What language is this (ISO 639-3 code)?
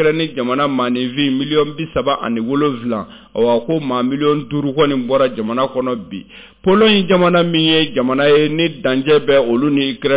bam